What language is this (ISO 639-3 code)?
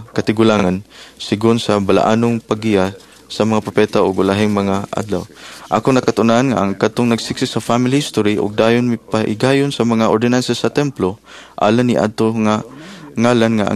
ceb